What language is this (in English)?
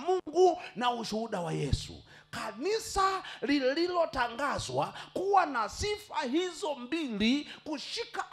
Swahili